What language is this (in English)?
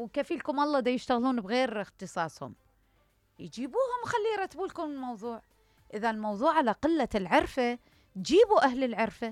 Mesopotamian Arabic